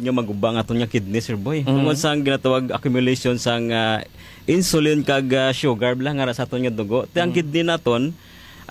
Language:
Hiligaynon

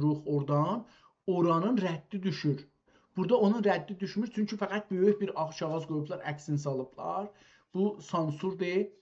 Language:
South Azerbaijani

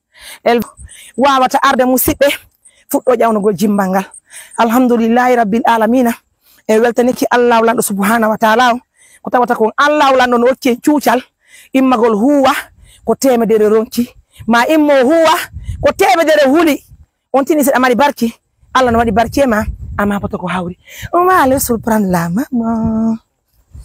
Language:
Pular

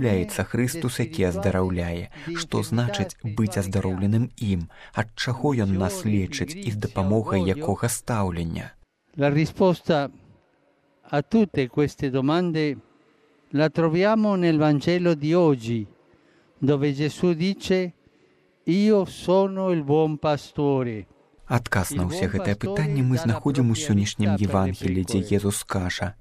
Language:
Belarusian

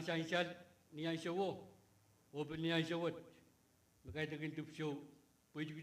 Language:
Pohnpeian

